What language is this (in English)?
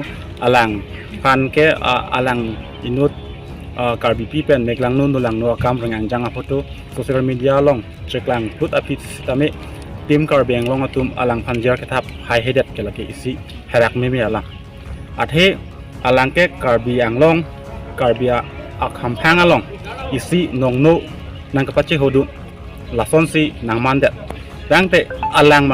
Karbi